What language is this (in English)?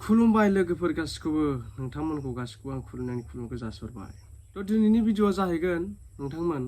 Bodo